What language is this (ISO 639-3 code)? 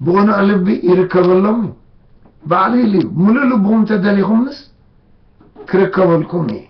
tir